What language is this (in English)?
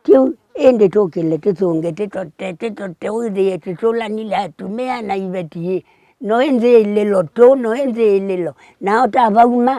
Kamba